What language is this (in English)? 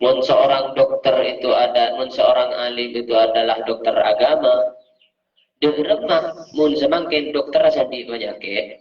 Madurese